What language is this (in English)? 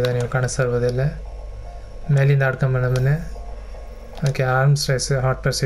Kannada